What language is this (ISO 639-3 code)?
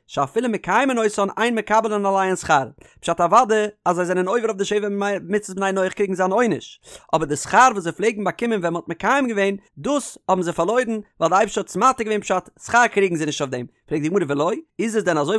yid